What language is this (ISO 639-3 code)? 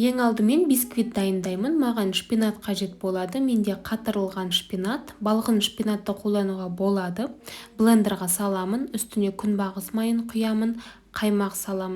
kaz